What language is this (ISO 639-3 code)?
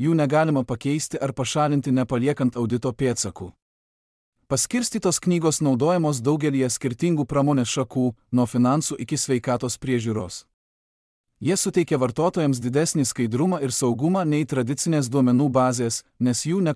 lit